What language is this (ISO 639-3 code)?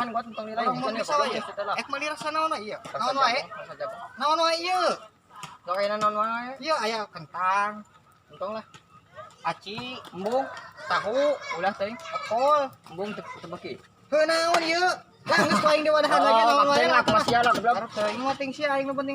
sun